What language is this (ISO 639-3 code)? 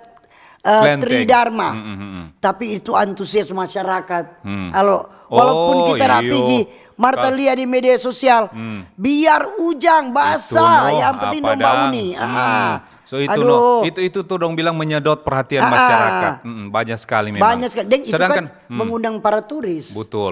xmm